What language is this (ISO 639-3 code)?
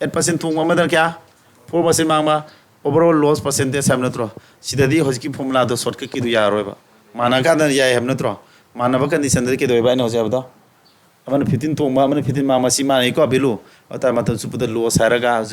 mni